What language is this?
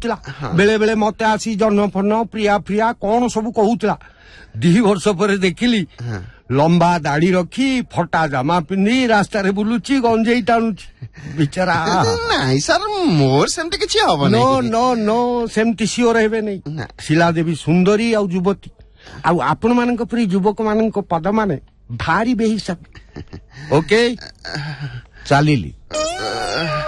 Odia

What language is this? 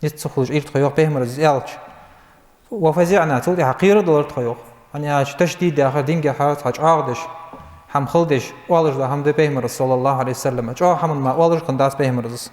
Ingush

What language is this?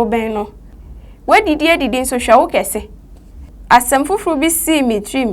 Akan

